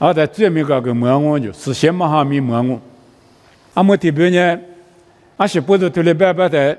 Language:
Lisu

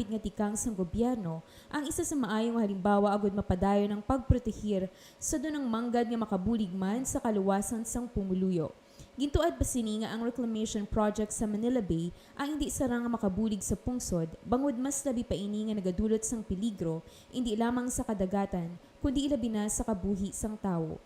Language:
Hiligaynon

